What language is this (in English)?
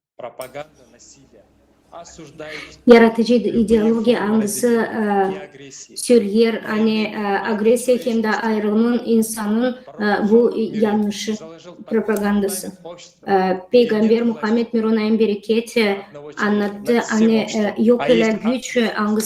Gagauz